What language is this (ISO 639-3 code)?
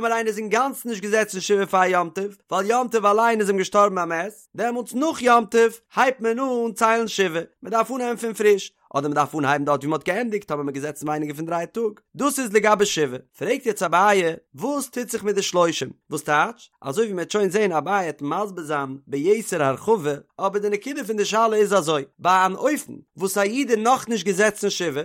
yid